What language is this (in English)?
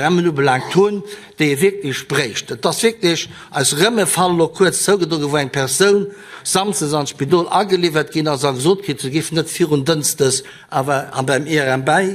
Luxembourgish